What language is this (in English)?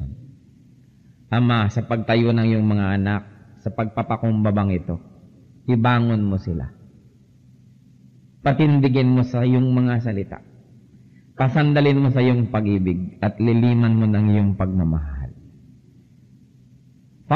Filipino